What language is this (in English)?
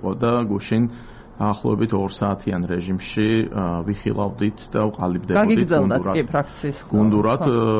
Georgian